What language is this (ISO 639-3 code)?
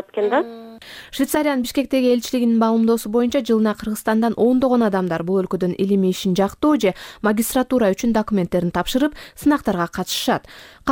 kir